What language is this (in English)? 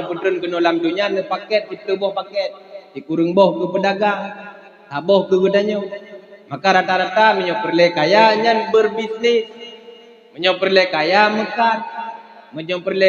Achinese